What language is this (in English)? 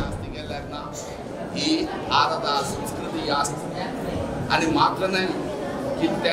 Konkani